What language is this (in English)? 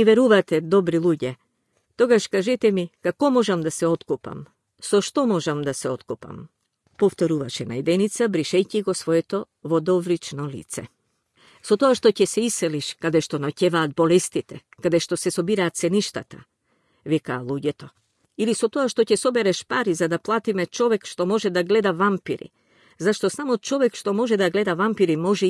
Macedonian